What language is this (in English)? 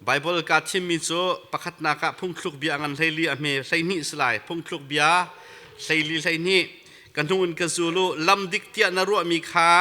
Hakha Chin